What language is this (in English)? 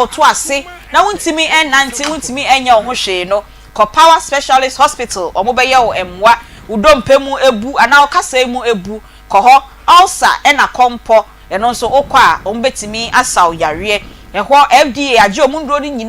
Akan